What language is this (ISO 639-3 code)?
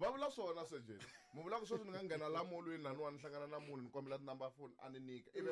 tso